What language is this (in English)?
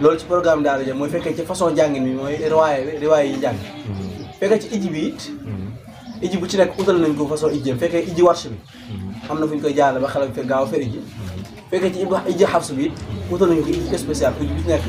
Wolof